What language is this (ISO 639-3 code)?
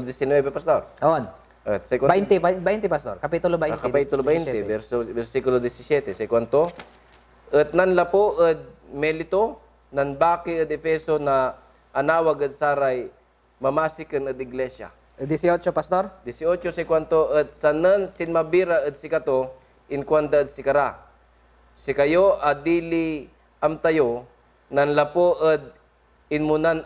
pag